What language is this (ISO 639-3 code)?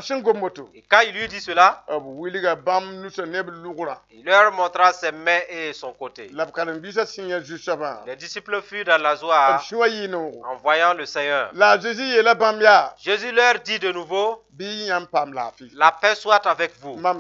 mos